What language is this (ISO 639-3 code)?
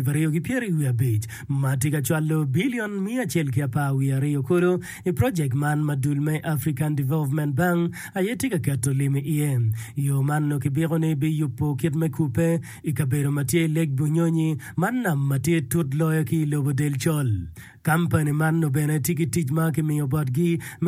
ach